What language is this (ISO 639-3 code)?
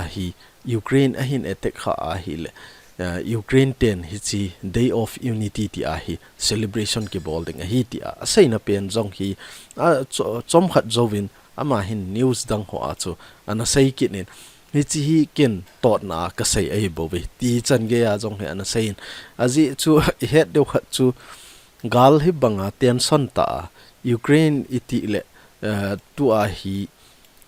tcz